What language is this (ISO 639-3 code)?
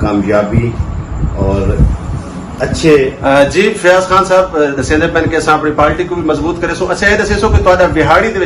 skr